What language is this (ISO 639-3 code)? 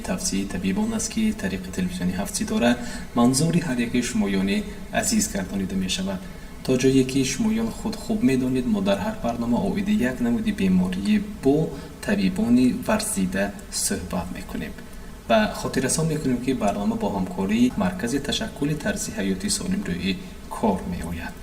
tgk